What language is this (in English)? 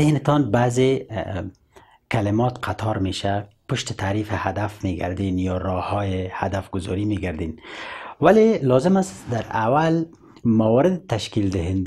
Persian